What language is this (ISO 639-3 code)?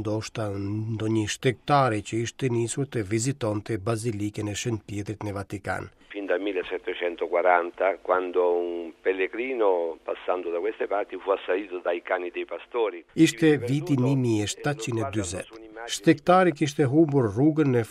sqi